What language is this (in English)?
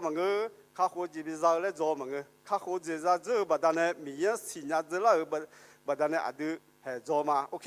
Akha